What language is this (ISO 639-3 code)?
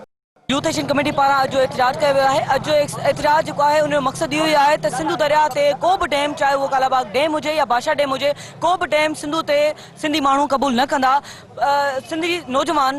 snd